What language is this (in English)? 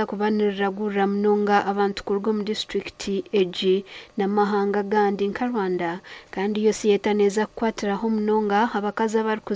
Nyankole